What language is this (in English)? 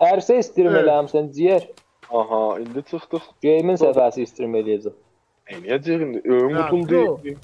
South Azerbaijani